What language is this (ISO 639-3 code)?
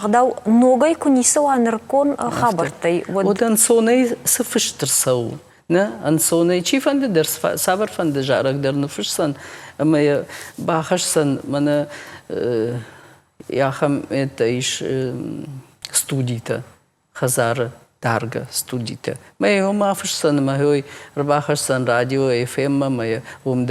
oss